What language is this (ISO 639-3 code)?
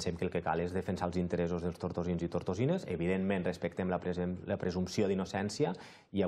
cat